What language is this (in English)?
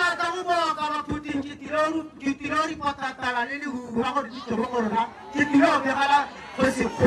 Tswana